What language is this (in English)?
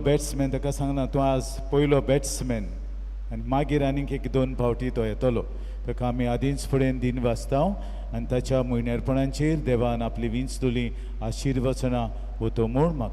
Konkani